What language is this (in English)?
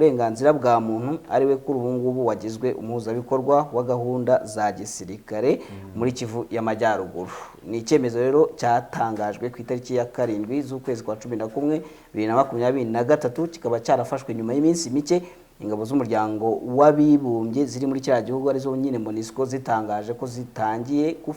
Kinyarwanda